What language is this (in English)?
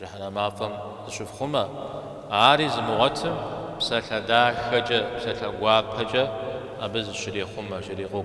Kabardian